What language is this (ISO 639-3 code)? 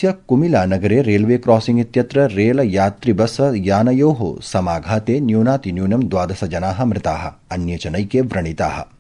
san